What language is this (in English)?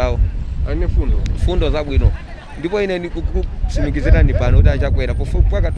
Nyanja